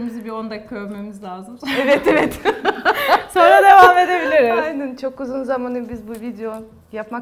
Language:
Turkish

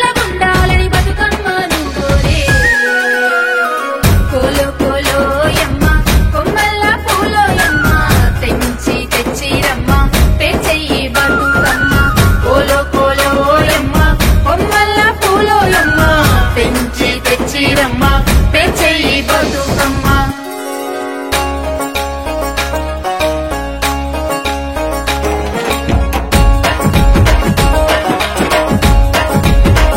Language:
Telugu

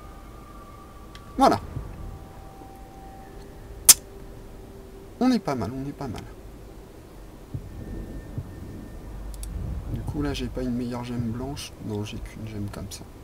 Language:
French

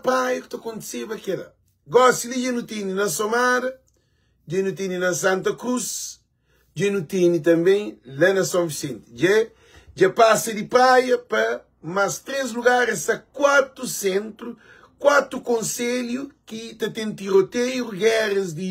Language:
Kabuverdianu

